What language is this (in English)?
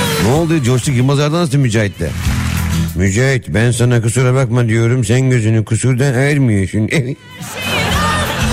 Turkish